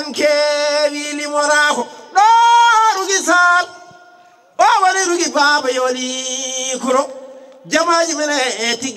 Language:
Fula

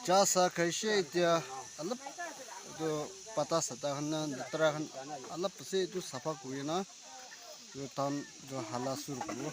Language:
Naga Pidgin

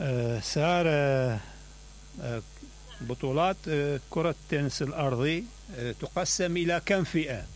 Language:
Mesopotamian Arabic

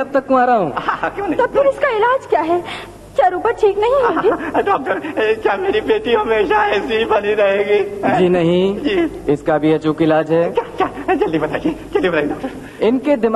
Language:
Hindi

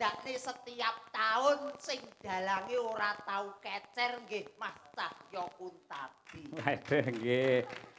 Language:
Javanese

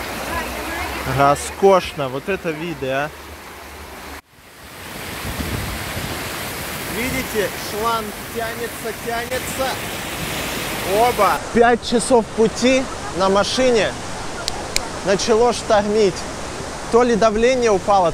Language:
Russian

